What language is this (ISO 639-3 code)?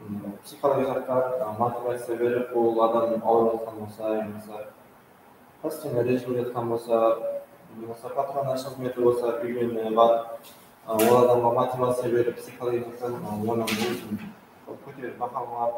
kaa